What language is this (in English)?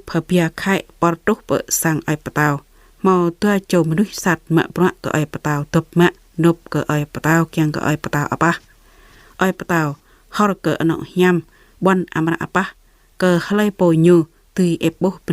Jarai